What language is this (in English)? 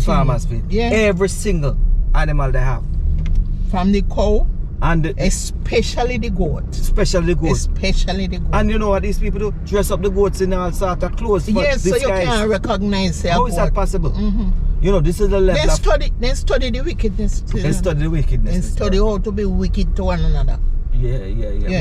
Jamaican Creole English